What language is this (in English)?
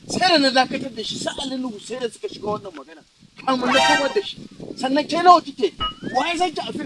Hausa